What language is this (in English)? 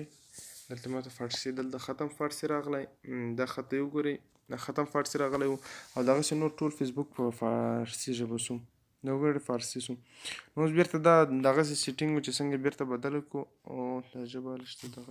Pashto